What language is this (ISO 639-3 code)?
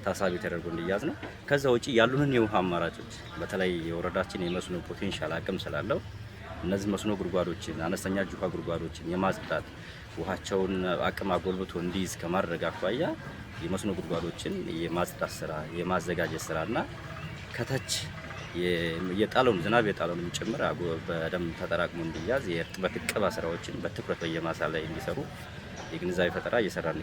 amh